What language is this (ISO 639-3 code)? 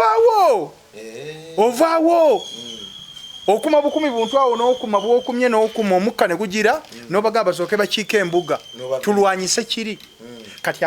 lug